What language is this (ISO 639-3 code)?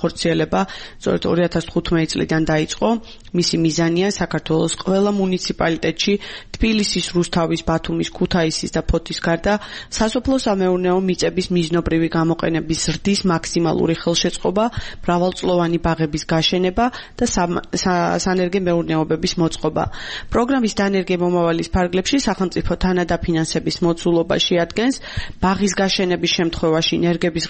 kat